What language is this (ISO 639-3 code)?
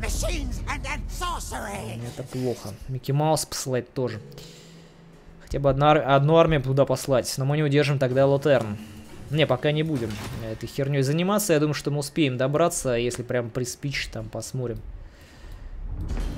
rus